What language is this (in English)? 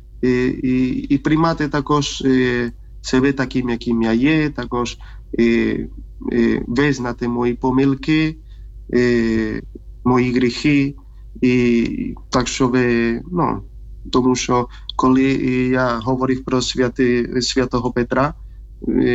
Ukrainian